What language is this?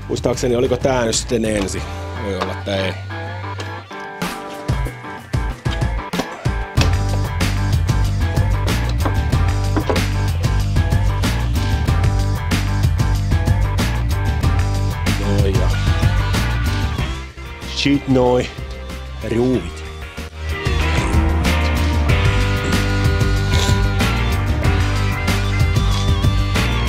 Finnish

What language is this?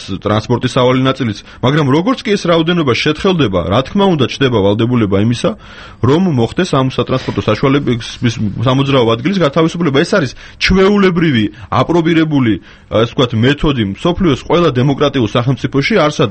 Georgian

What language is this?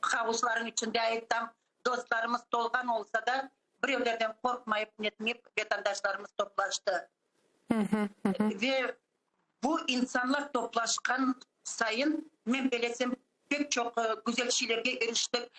Crimean Tatar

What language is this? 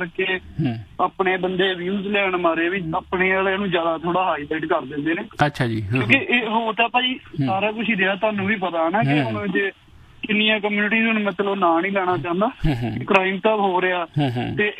Punjabi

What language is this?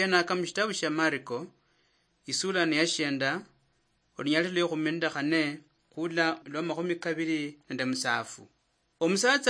Luyia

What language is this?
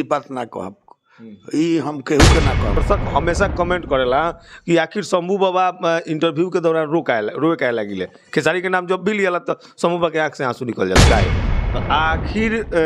Bhojpuri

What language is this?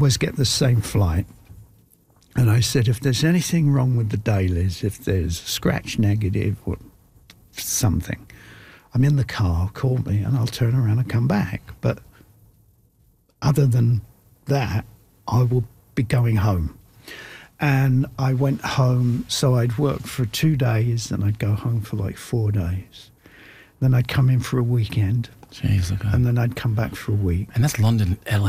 English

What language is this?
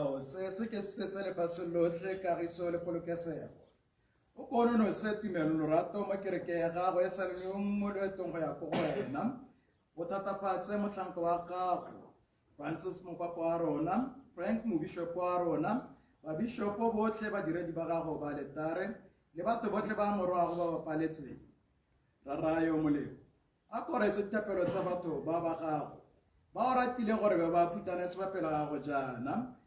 Tswana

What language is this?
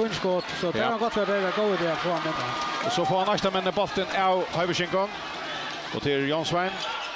Faroese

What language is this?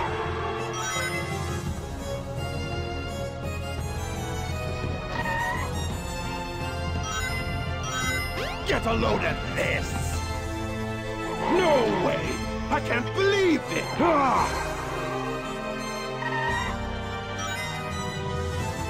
English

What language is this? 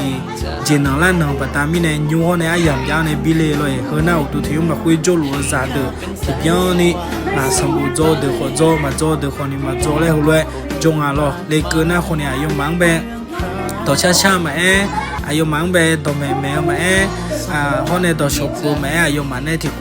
Akha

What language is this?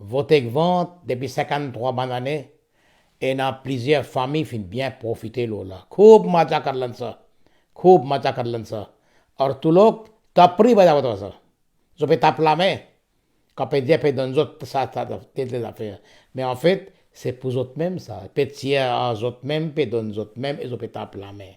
Morisyen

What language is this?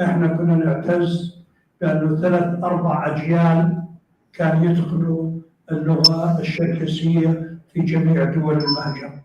North Levantine Arabic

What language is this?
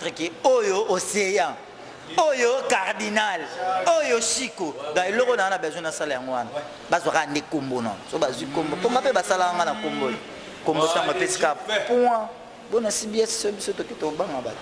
Lingala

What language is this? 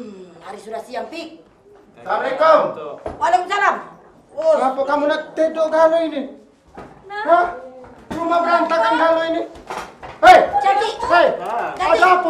Musi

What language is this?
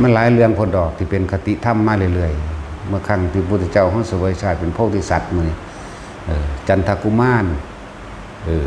Northeastern Thai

